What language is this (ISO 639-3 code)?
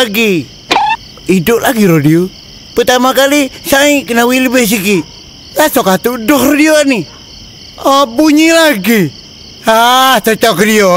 msa